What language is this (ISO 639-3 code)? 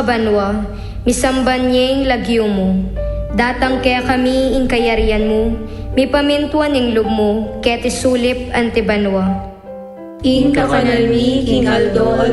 pam